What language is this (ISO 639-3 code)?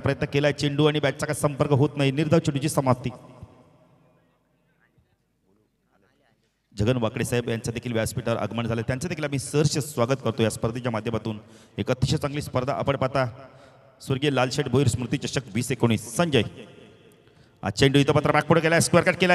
mar